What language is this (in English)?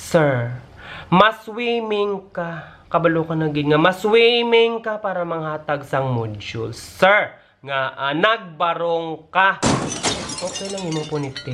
Hiligaynon